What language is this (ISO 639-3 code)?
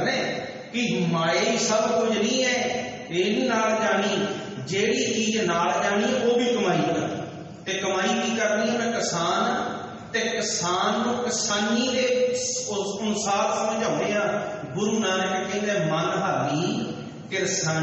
pan